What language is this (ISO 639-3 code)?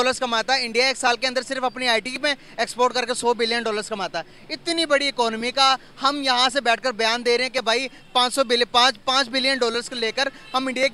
hin